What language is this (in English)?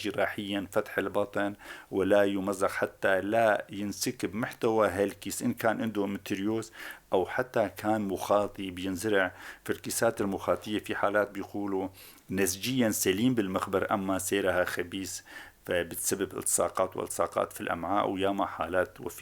North Levantine Arabic